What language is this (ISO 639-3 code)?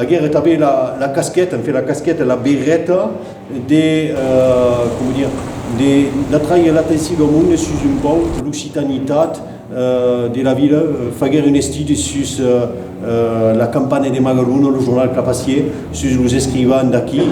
oci